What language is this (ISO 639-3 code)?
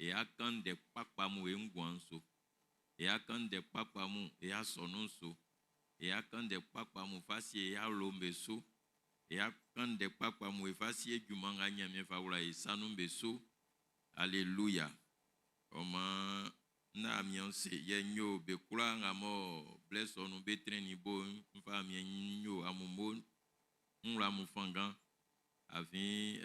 bci